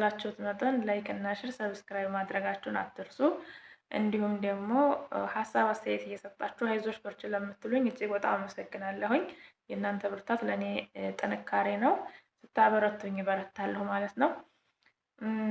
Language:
Amharic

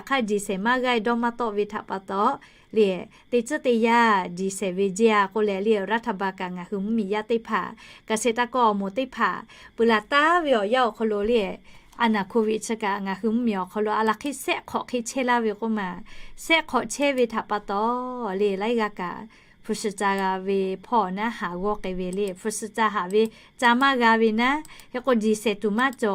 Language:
Lahu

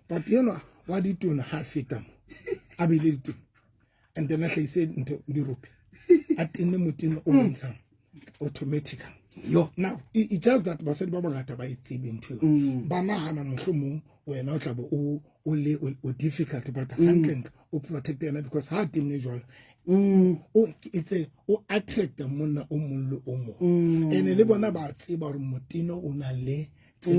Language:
Southern Sotho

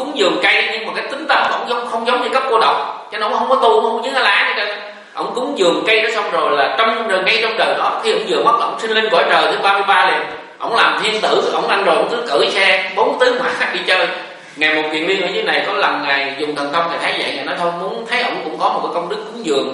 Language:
Vietnamese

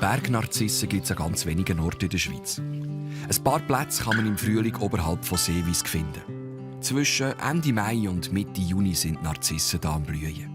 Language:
Swiss German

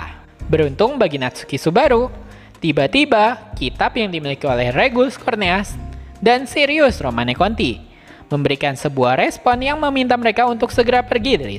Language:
Indonesian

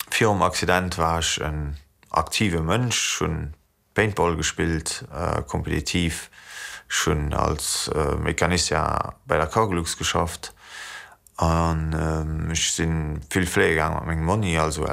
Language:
Luxembourgish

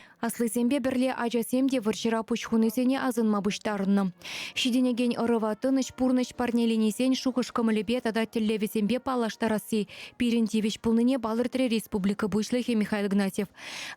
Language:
Chuvash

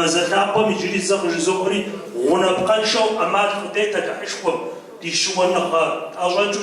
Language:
Kabardian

